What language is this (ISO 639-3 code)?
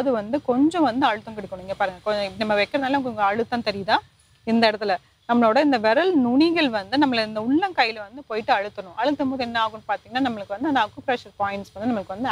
tam